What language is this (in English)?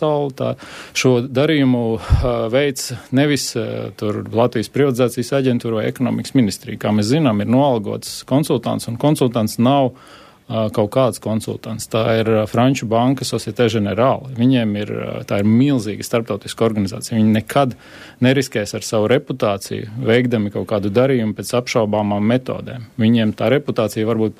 Latvian